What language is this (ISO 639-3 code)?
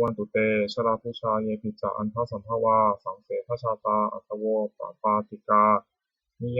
pli